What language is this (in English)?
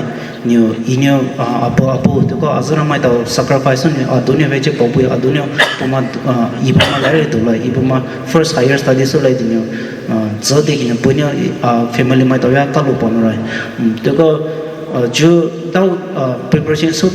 Poumei Naga